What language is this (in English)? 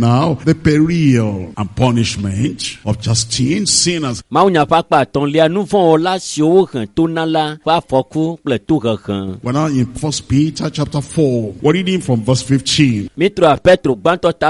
Ewe